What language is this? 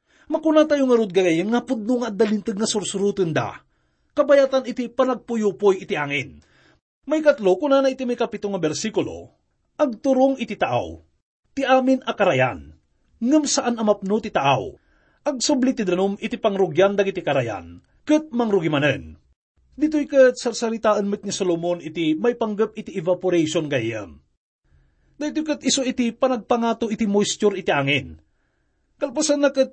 Iloko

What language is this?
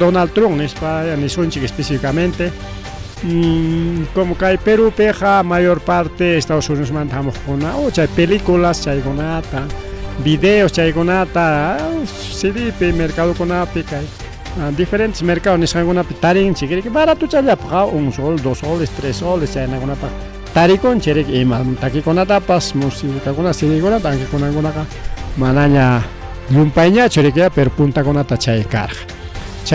Ayacucho Quechua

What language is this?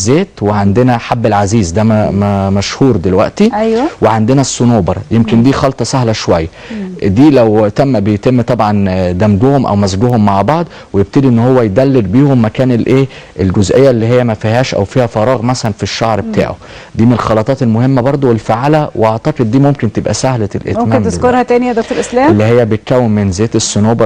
Egyptian Arabic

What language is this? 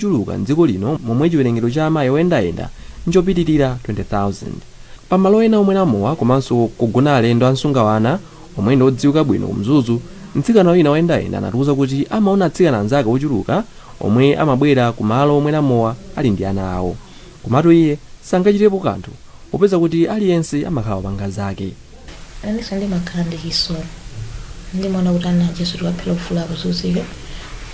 Nyanja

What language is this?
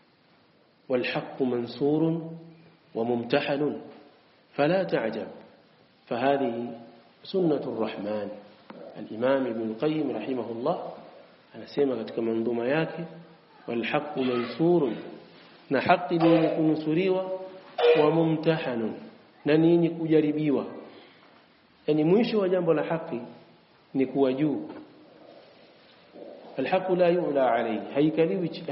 Swahili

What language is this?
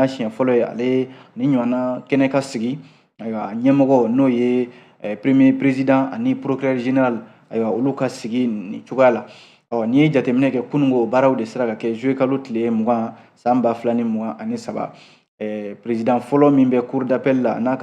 Bambara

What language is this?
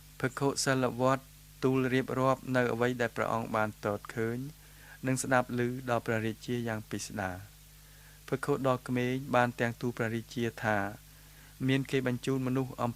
Khmer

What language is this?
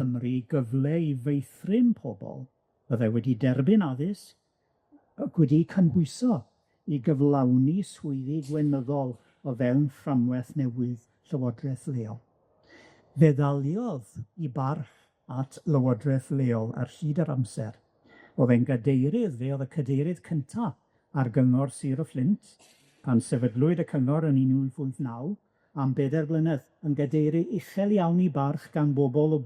Welsh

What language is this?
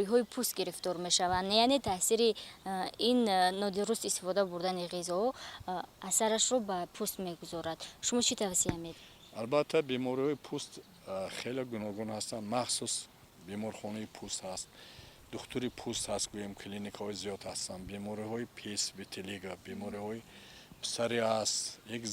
Tajik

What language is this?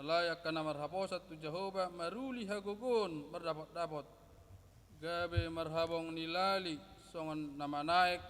Batak Toba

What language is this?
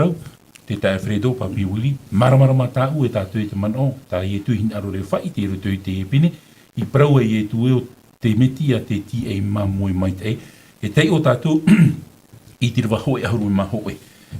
Tahitian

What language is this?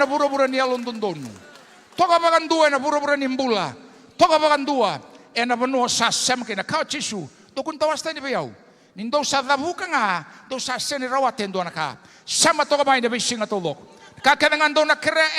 Fijian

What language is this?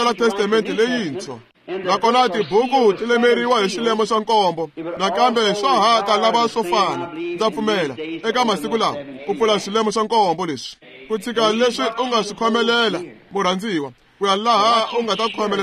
Tsonga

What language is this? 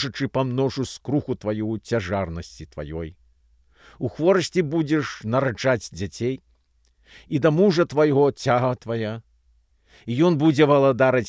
Belarusian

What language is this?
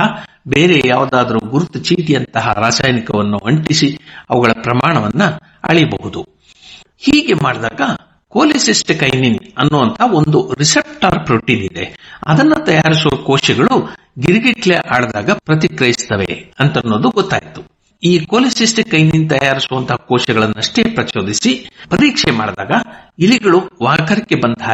Kannada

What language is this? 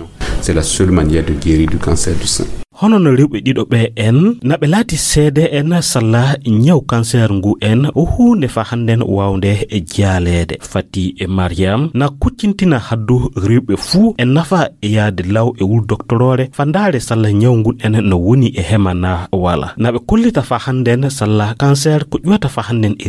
Fula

